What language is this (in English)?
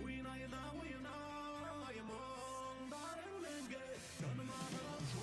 Bashkir